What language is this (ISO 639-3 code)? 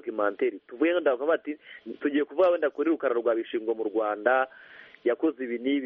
kin